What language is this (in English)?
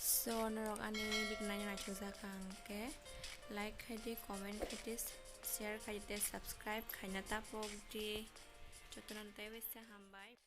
Kok Borok